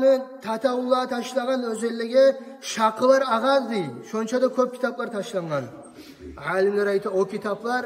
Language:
Kumyk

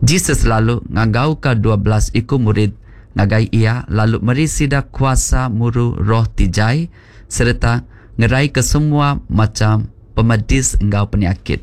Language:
Iban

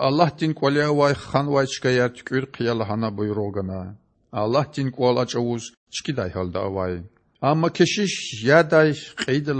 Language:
Lezghian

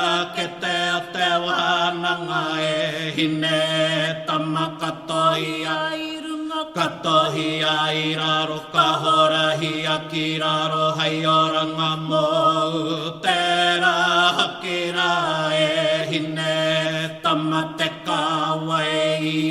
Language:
Māori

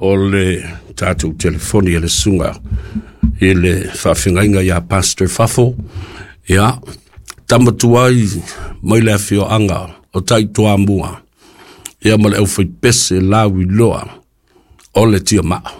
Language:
Samoan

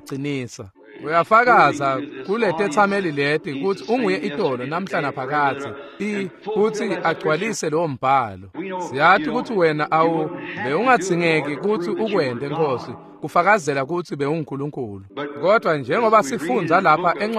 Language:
Swati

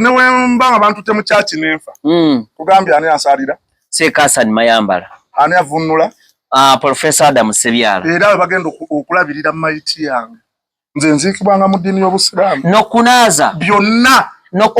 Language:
Ganda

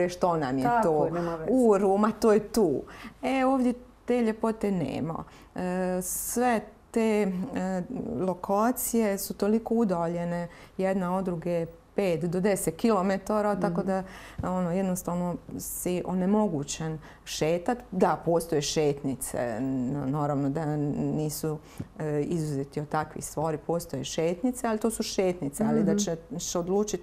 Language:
Croatian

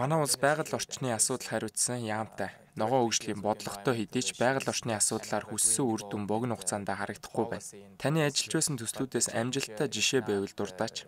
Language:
Mongolian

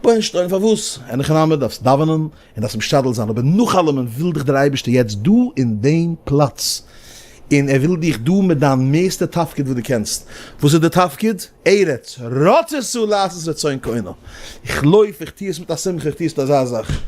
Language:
Yiddish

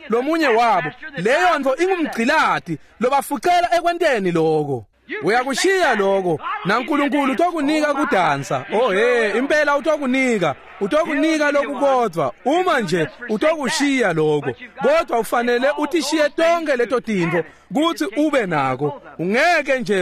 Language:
Swati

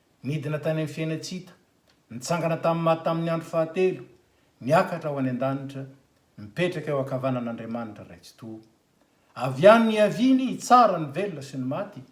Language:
Malagasy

